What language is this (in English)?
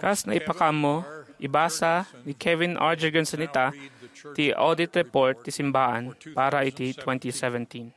Iloko